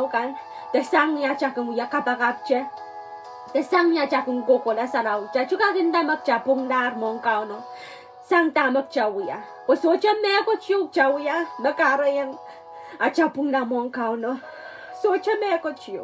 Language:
Pohnpeian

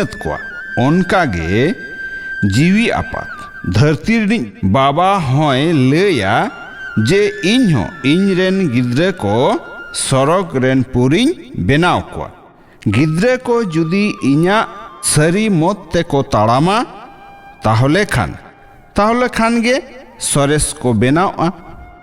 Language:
Santali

